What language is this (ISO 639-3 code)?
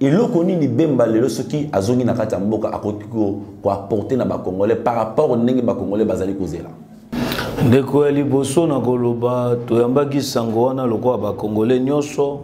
lin